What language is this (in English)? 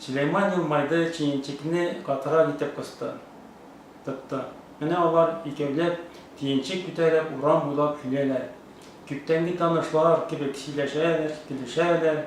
Tatar